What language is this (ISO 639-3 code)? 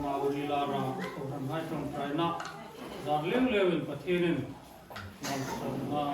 hmr